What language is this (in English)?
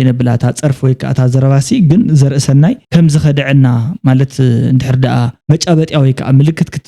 Tigrinya